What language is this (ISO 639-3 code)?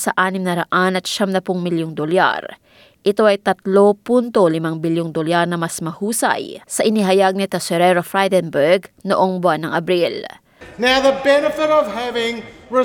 fil